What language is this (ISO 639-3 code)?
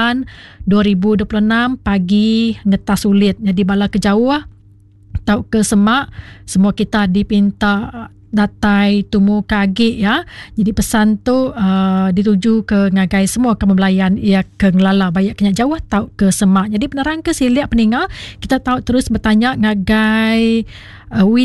iba